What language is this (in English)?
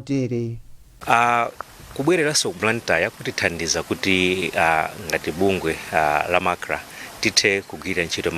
Nyanja